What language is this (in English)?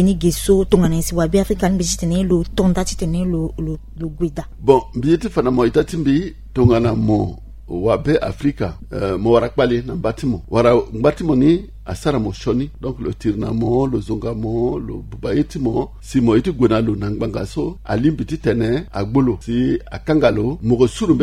Sango